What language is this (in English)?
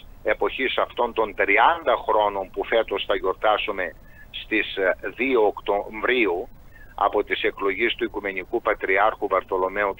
Greek